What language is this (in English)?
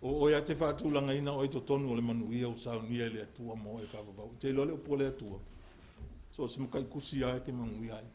Samoan